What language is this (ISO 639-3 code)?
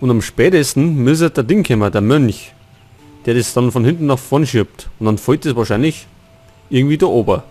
bar